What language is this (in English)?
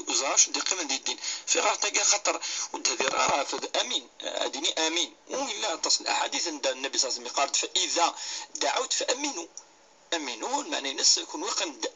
Kabyle